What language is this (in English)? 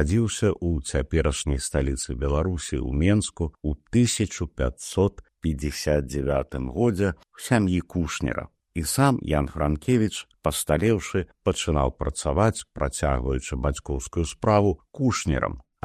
Belarusian